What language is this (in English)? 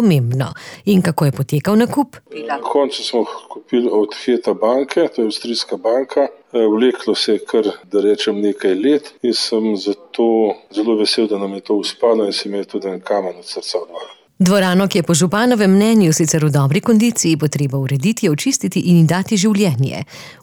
Slovenian